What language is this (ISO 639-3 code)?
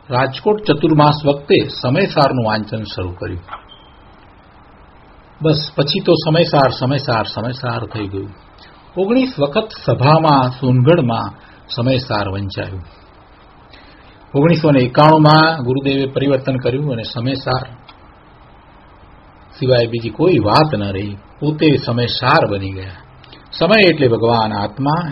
guj